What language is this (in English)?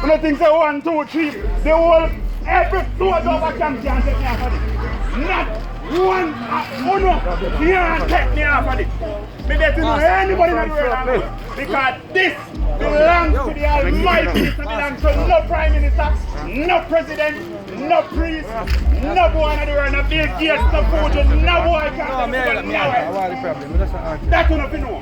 Jamaican Creole English